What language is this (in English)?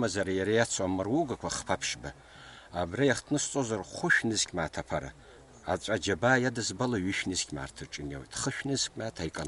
Abkhazian